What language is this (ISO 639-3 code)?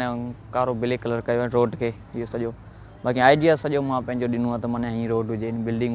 snd